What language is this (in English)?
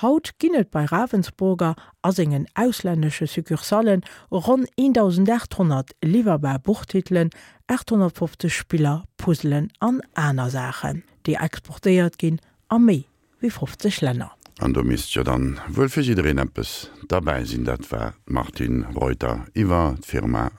Luxembourgish